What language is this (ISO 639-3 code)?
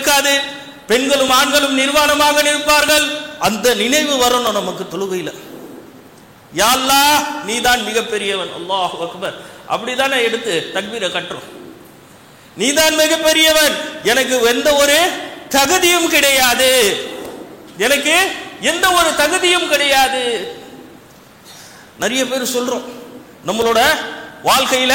tam